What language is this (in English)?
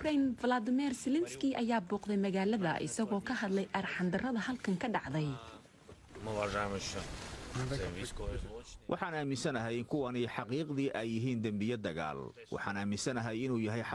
Somali